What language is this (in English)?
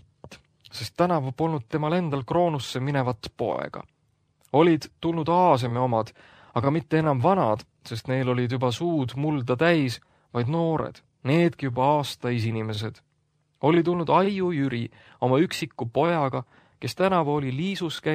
Estonian